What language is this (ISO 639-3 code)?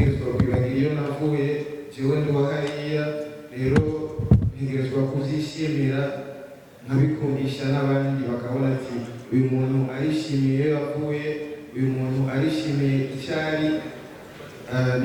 run